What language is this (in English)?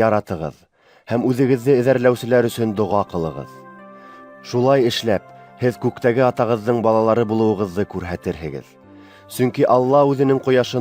Bashkir